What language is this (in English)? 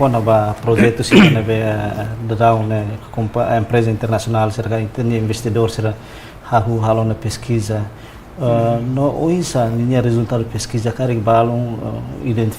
Tetum